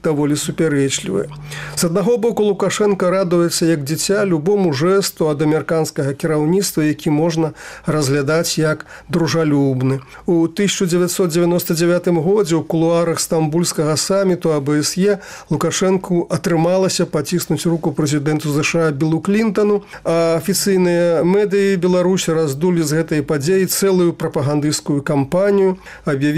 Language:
Belarusian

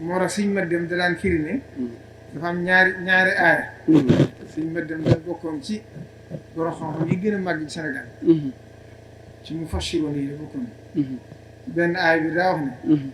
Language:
Wolof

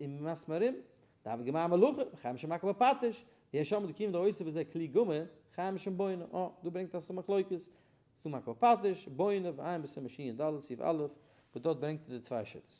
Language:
Yiddish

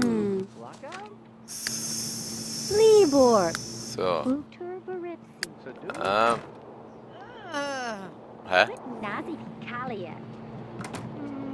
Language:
German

